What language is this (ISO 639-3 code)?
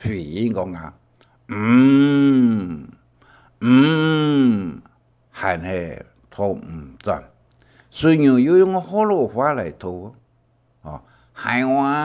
hak